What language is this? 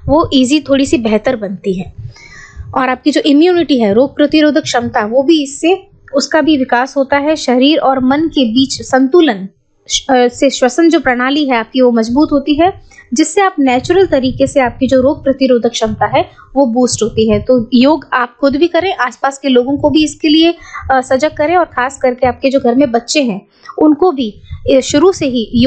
Hindi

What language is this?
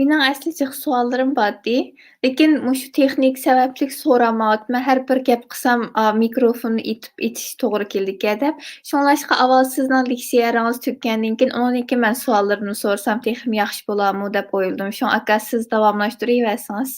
Uyghur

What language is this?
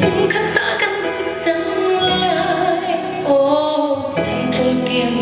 Hakha Chin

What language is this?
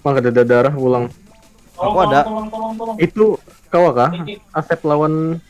Banjar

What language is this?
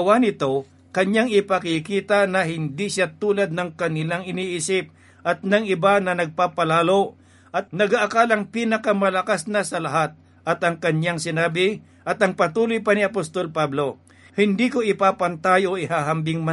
Filipino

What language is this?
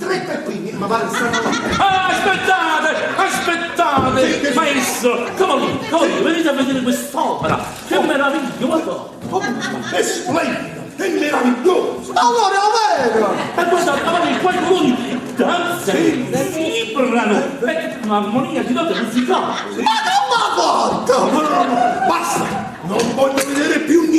Neapolitan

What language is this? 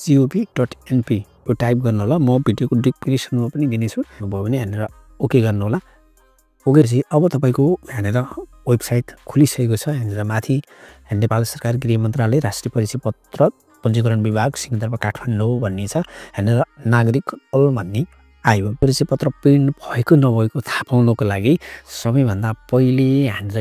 Nepali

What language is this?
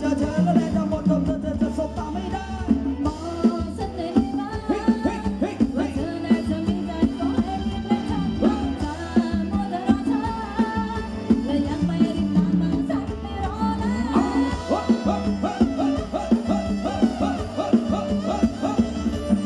Thai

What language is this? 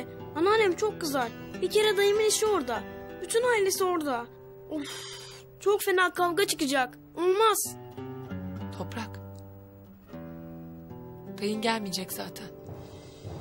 Turkish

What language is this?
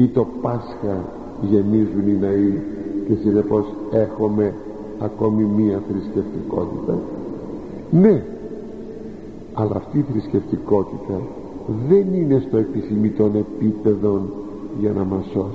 Greek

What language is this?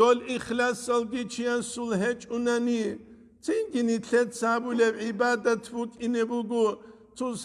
Avaric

